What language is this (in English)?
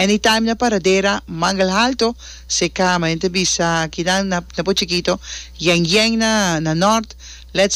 Papiamento